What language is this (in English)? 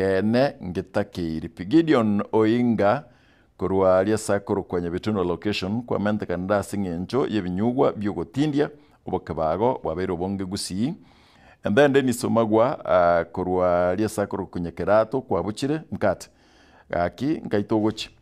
Gusii